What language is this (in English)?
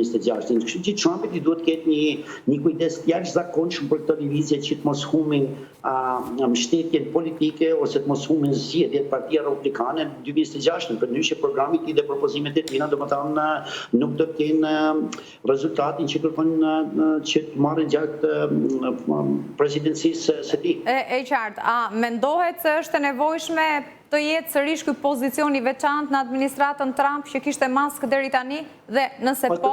Albanian